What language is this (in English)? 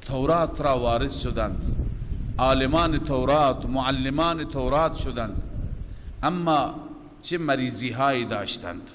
Persian